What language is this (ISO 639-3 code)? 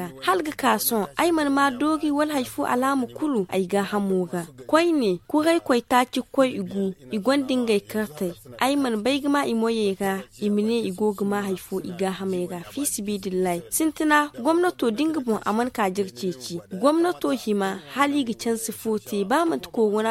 dje